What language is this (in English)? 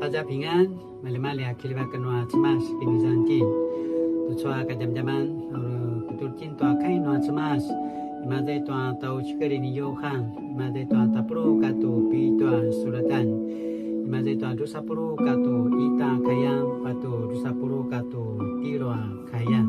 Paiwan